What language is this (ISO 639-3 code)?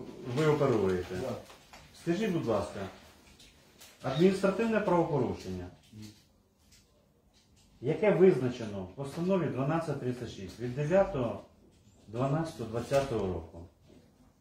ukr